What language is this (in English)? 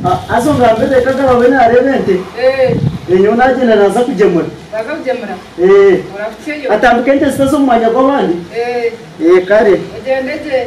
Nyankole